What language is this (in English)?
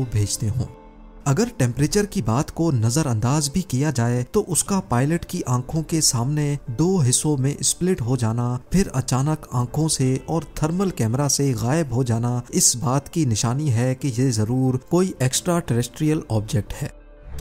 Hindi